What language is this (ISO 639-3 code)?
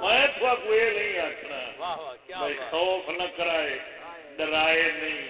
skr